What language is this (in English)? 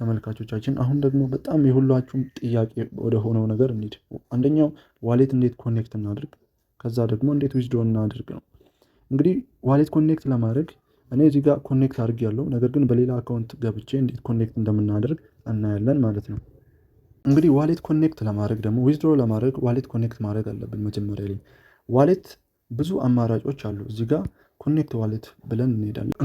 Amharic